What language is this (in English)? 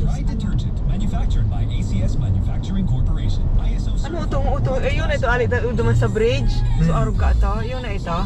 Bikol